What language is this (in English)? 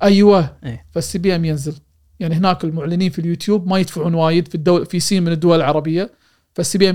Gulf Arabic